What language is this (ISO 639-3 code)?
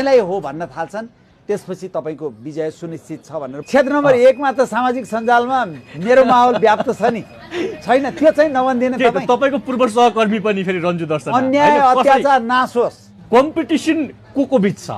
nep